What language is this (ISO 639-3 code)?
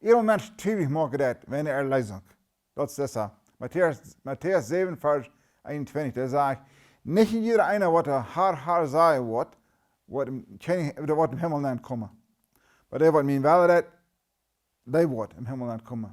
pdt